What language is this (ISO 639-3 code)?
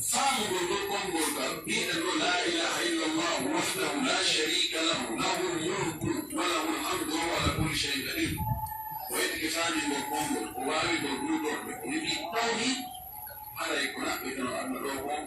fuf